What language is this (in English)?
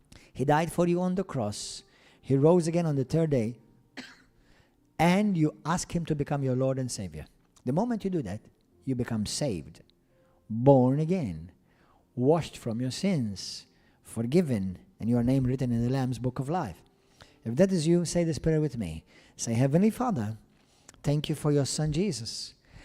English